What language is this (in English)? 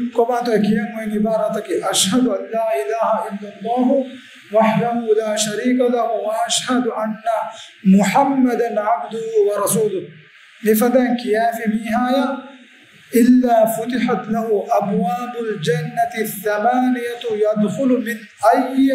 Divehi